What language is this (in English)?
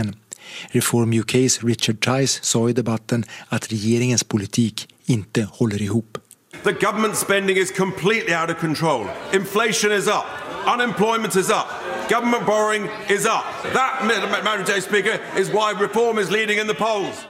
Swedish